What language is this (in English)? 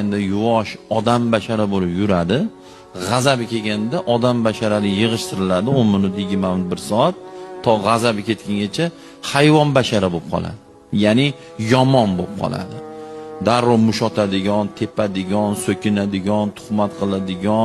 Uzbek